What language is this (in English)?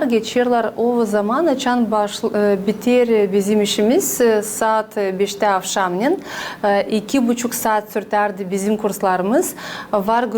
Gagauz